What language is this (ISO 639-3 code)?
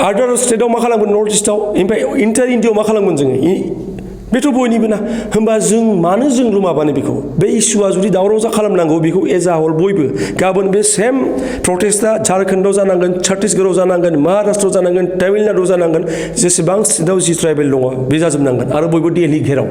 brx